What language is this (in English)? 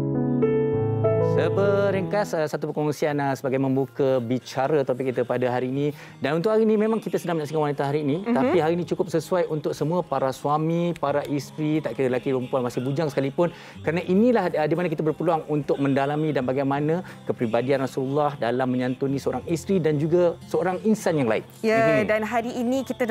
Malay